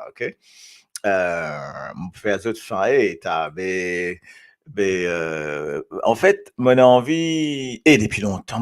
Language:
Morisyen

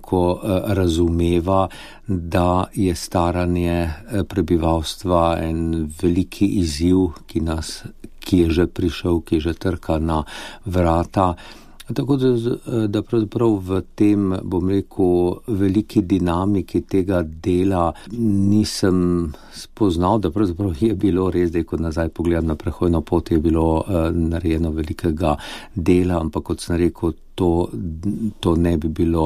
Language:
Slovenian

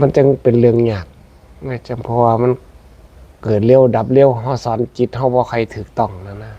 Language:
Northeastern Thai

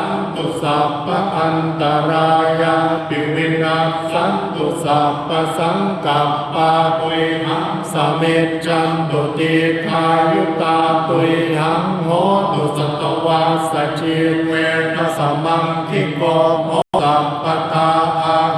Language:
Pali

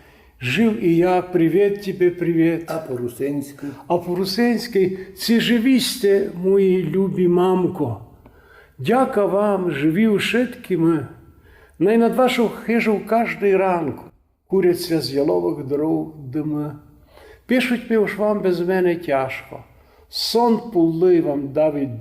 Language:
Rusyn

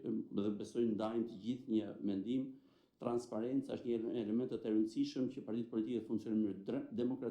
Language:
Albanian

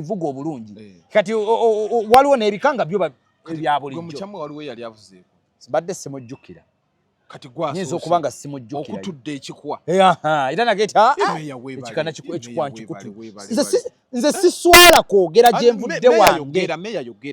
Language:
Ganda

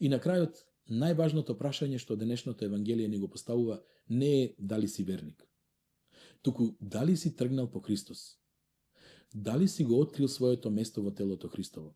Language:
Macedonian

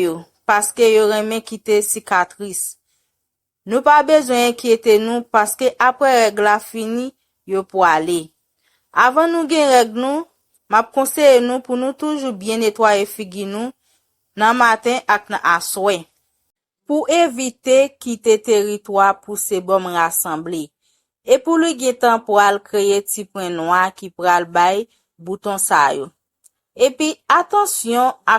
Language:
Haitian Creole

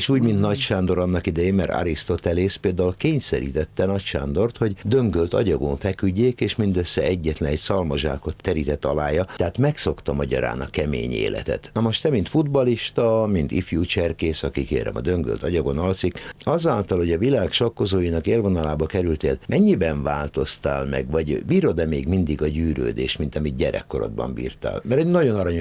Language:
Hungarian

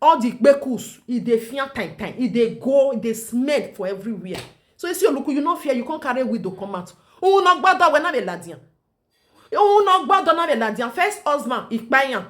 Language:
Nigerian Pidgin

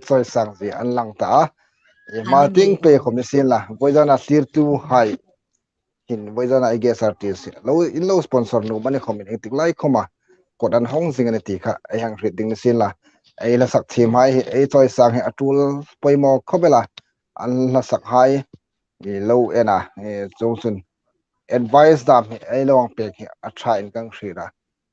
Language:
Hmar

